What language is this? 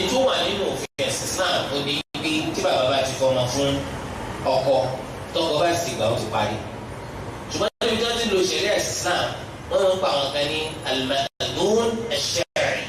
Yoruba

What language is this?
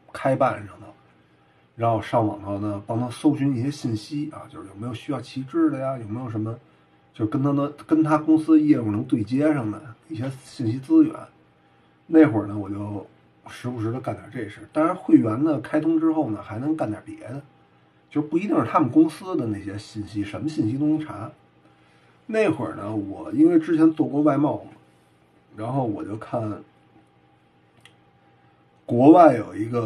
Chinese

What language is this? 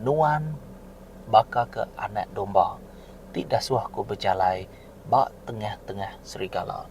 Iban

